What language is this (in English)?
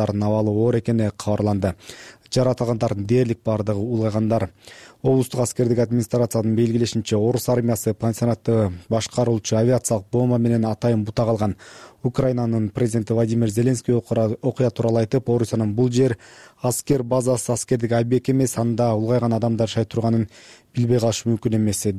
Kyrgyz